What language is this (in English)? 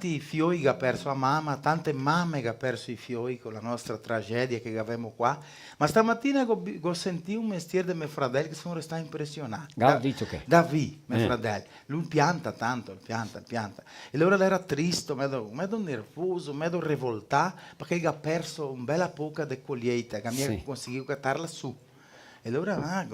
Venetian